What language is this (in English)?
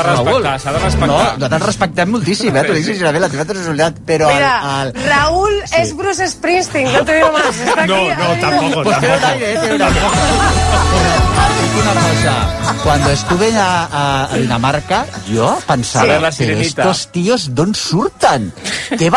Catalan